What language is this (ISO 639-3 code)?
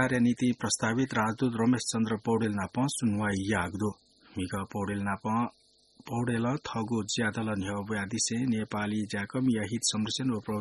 new